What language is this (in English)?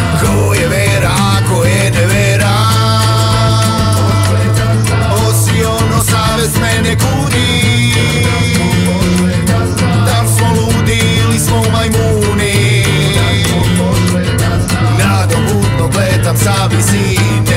Serbian